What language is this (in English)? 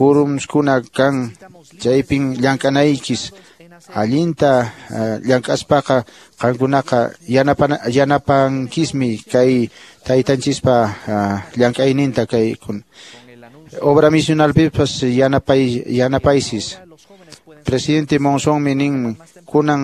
Quechua